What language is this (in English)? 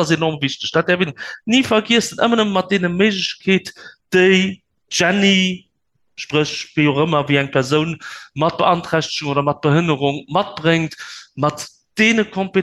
Luxembourgish